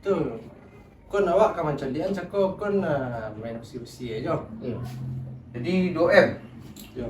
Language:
Minangkabau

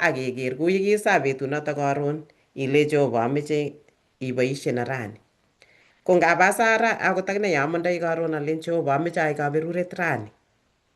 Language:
Kalenjin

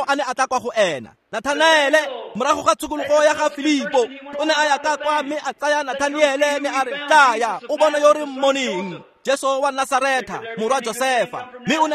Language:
Tswana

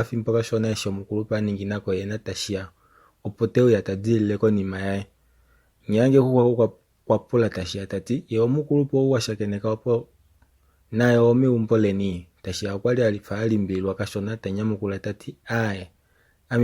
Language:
Kuanyama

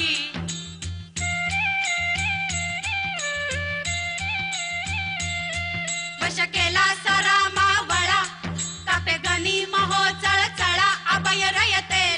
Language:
Hindi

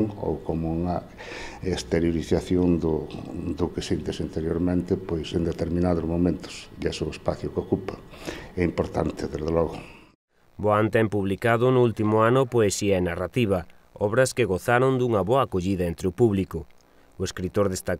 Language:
Galician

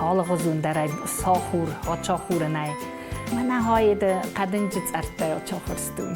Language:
Ossetic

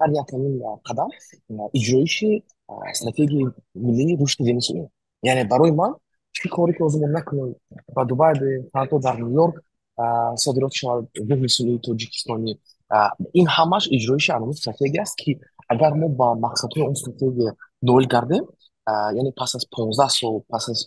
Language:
Tajik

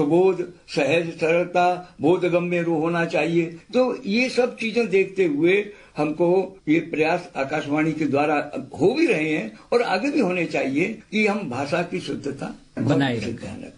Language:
Hindi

